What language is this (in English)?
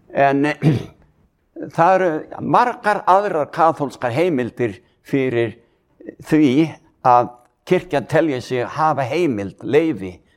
Icelandic